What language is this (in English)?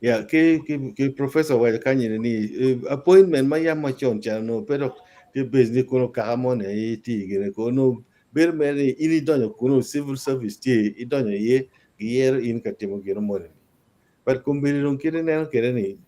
Acoli